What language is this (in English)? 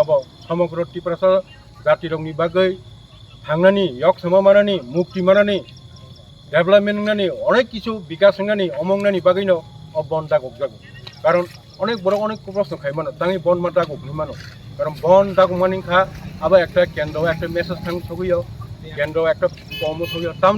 Kok Borok